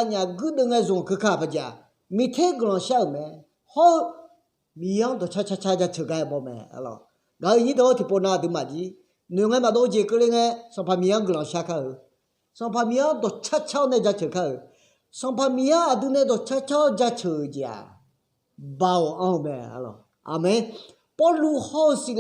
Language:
Akha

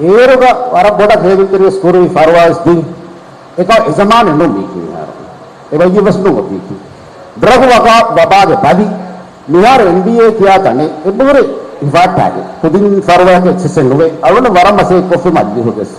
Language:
Divehi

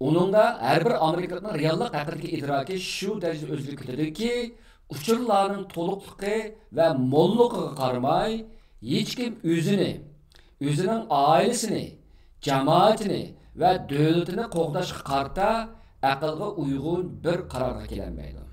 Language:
Uyghur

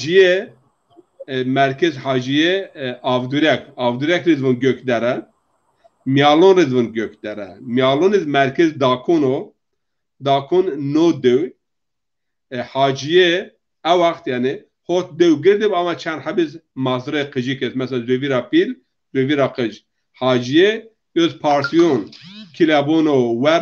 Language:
Zaza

